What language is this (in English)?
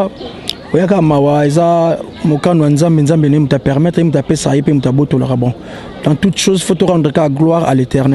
Lingala